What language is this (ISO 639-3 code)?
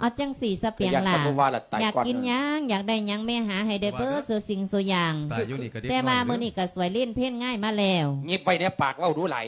lao